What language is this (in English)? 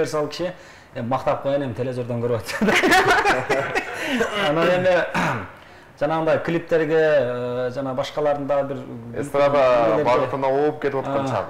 Kyrgyz